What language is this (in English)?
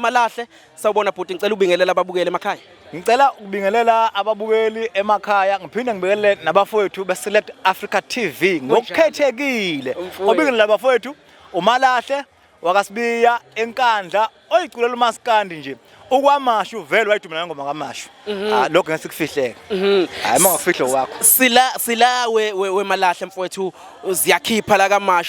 Zulu